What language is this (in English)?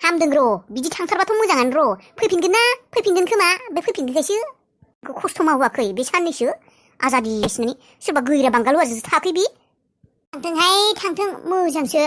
Bodo